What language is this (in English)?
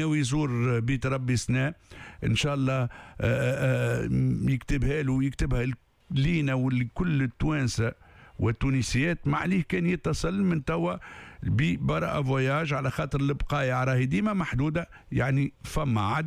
Tunisian Arabic